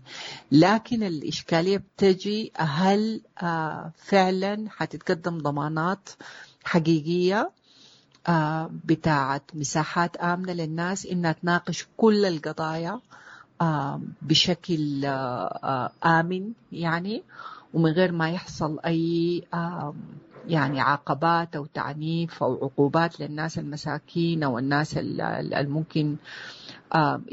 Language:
Sudanese Arabic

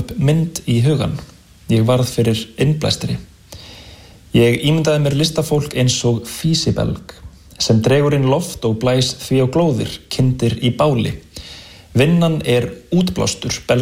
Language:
Icelandic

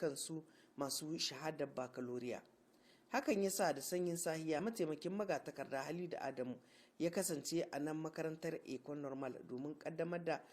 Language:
Hausa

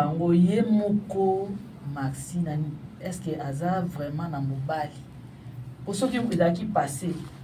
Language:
Lingala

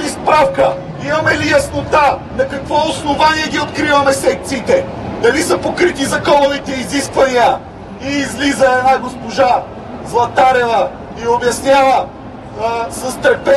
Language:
Bulgarian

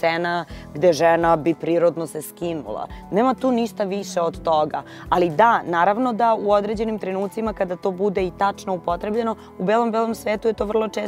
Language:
Serbian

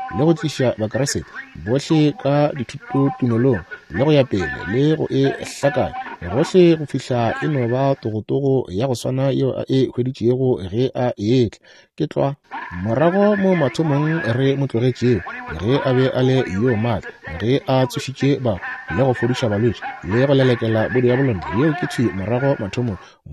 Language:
Northern Sotho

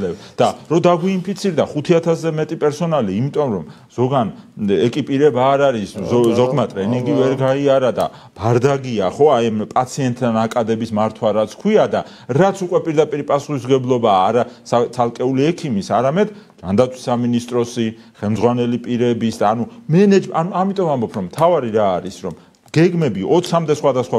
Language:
Georgian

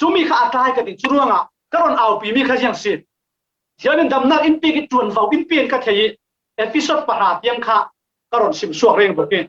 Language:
Falam Chin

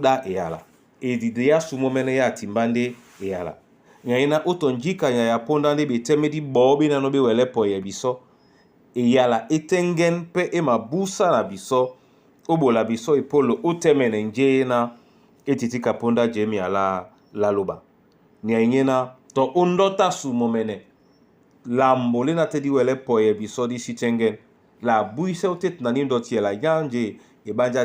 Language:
Duala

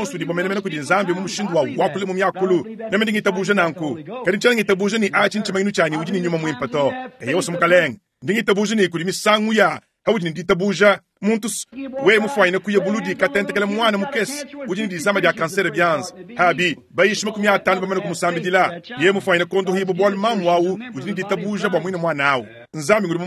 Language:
Luba-Lulua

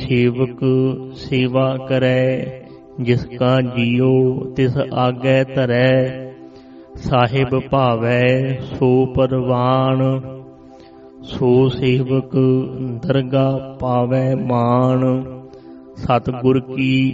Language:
Punjabi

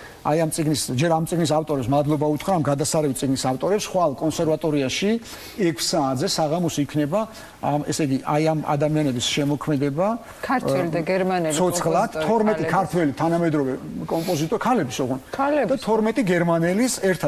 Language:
Georgian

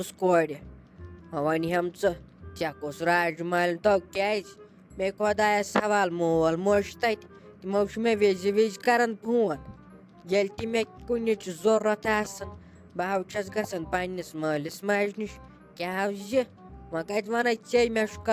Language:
Kashmiri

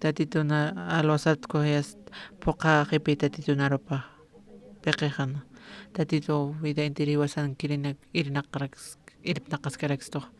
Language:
Aymara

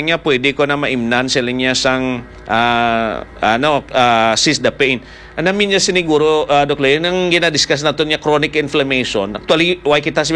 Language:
Hiligaynon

